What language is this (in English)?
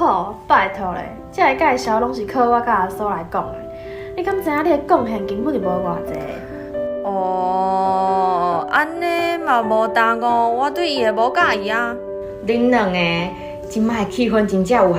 Min Nan Chinese